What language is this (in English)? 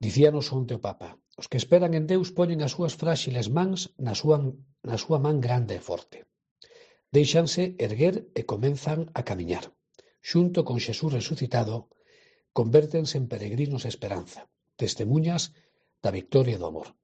Galician